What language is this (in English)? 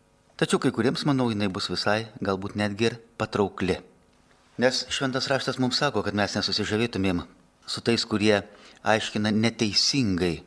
Lithuanian